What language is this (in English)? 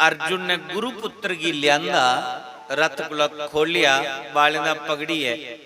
Dogri